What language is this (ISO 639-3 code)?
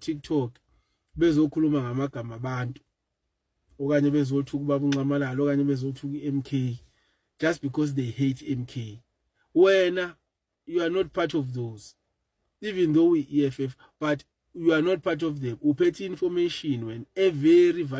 zul